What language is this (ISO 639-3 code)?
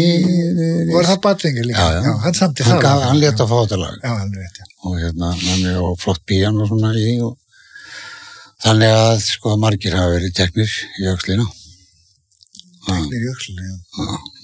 isl